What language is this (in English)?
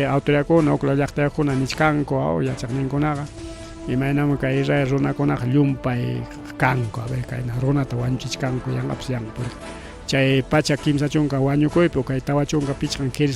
Ayacucho Quechua